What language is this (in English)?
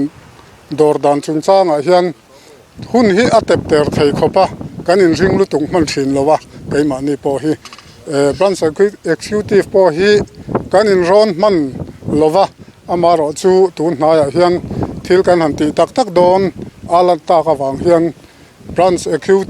Mizo